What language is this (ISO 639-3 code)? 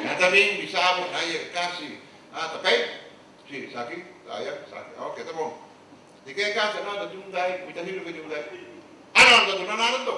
pap